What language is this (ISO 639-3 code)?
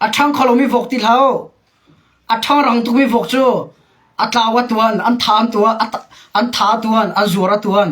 cnh